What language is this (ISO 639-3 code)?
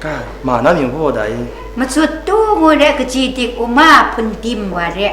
kac